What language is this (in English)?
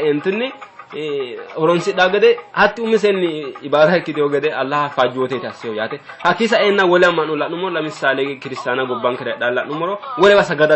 Sidamo